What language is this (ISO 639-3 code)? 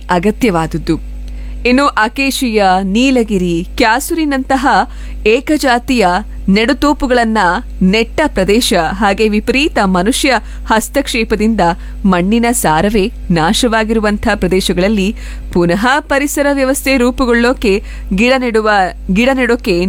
kan